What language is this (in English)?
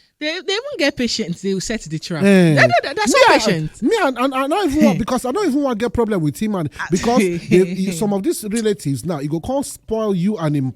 Nigerian Pidgin